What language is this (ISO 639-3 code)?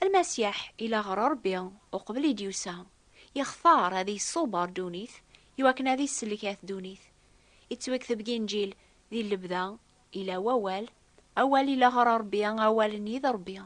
kab